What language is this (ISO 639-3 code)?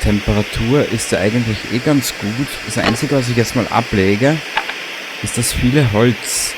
bar